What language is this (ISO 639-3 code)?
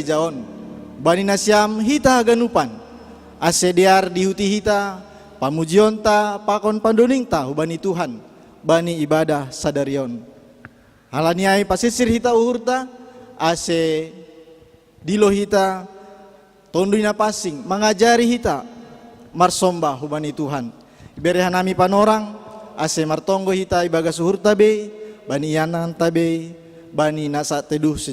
bts